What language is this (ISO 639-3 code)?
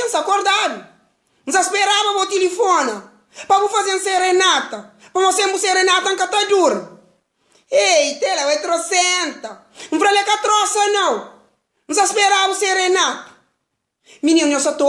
kea